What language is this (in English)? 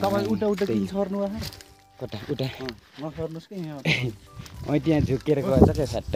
Nepali